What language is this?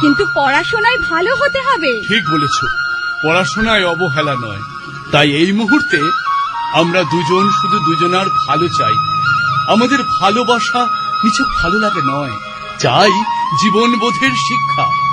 Bangla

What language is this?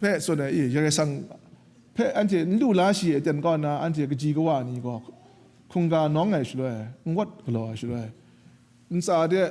Kachin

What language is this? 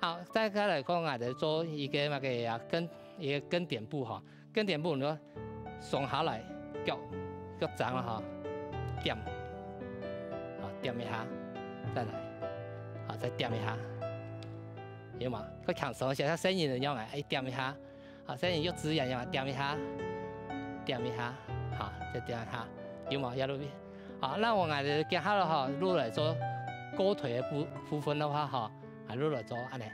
Hakka Chinese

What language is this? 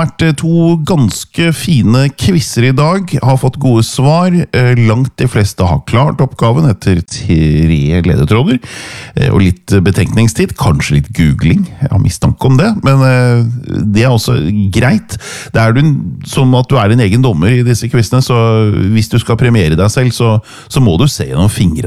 Norwegian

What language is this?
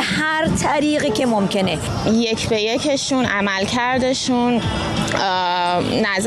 Persian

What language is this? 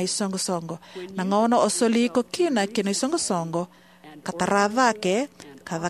Fijian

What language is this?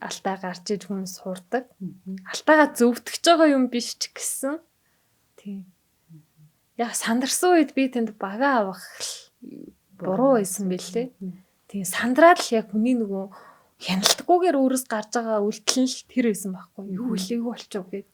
Mongolian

